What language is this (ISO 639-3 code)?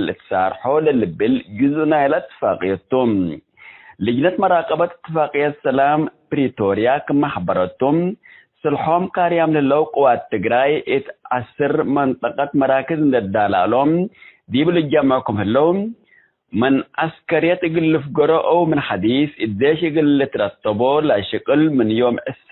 tig